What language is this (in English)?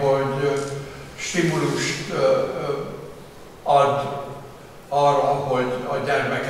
Hungarian